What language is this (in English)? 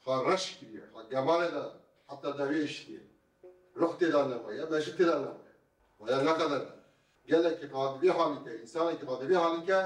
Kurdish